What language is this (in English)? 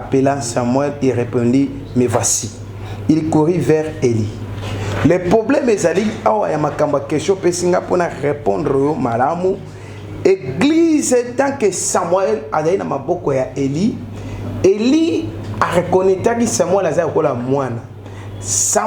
Lingala